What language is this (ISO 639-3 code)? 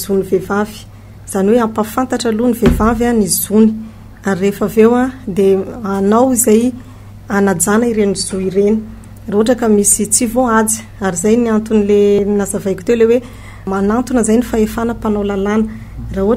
mlg